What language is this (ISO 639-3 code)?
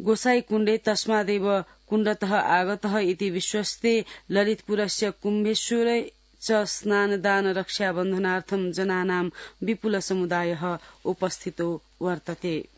san